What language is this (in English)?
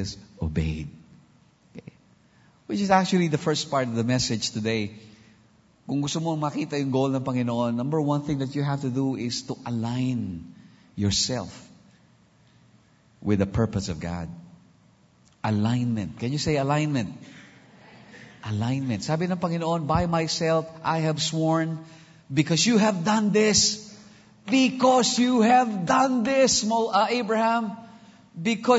Filipino